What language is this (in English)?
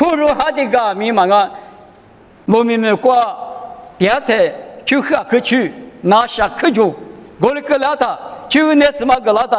Lisu